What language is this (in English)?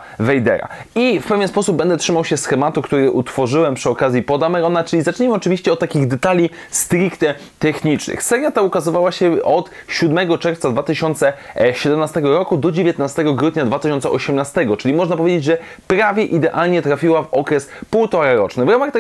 Polish